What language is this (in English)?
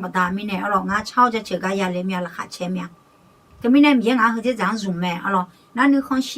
Akha